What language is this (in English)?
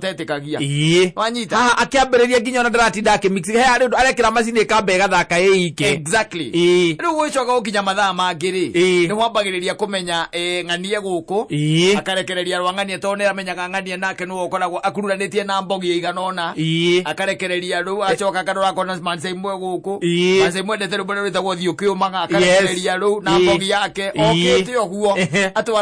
Kikuyu